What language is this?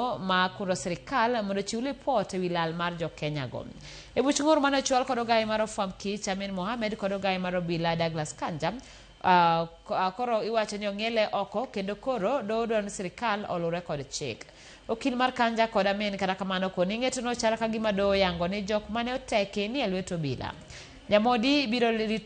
Luo (Kenya and Tanzania)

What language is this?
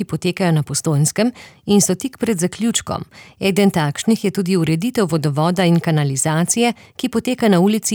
Slovenian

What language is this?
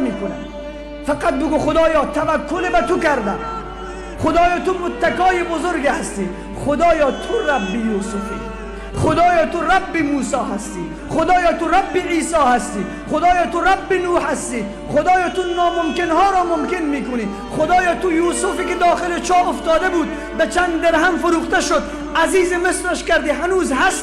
Tajik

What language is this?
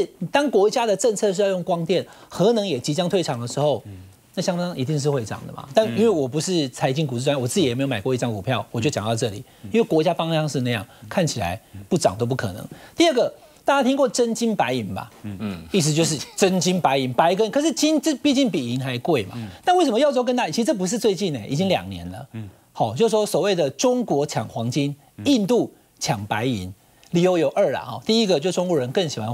Chinese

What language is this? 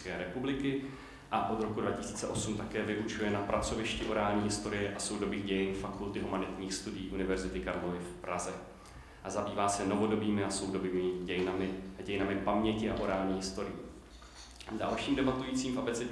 Czech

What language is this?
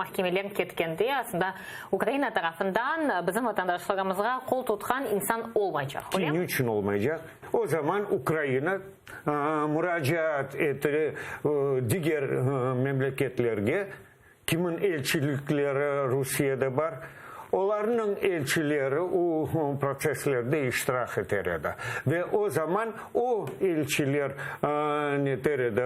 Crimean Tatar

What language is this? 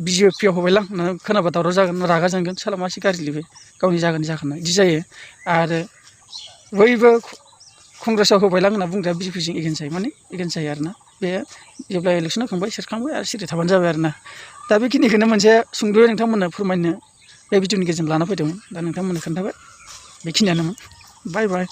Bodo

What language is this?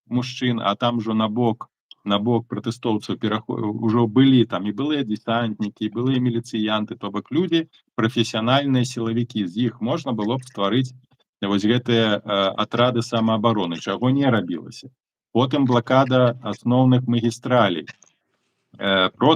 Belarusian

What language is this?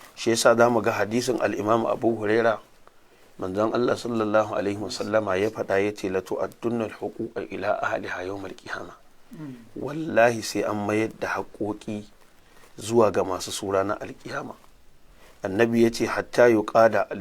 Hausa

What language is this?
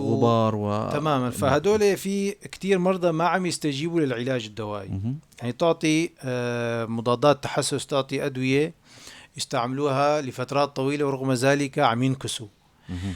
North Levantine Arabic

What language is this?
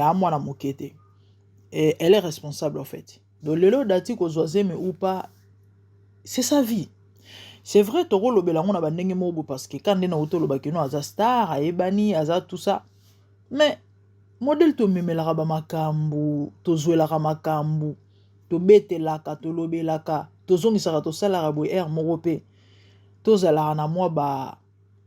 Lingala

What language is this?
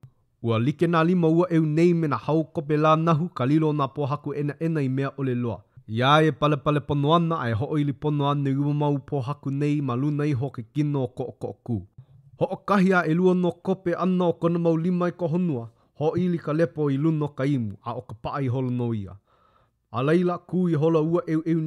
Hawaiian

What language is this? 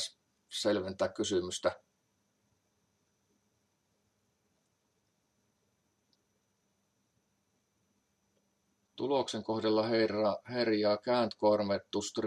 Finnish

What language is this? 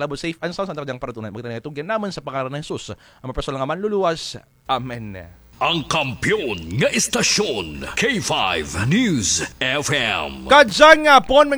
Kinaray-a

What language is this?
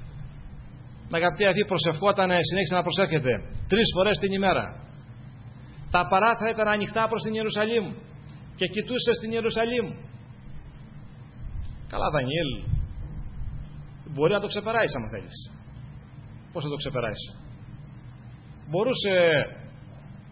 Greek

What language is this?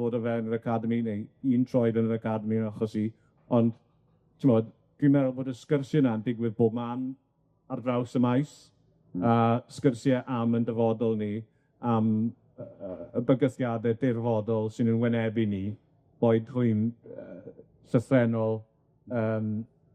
Welsh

